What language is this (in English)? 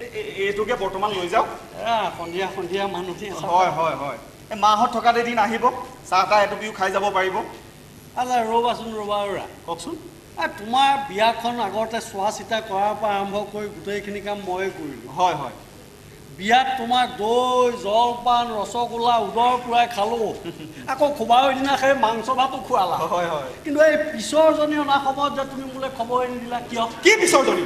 Assamese